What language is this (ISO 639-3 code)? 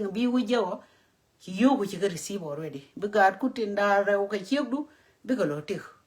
nus